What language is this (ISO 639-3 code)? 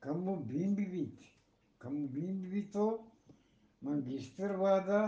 bgp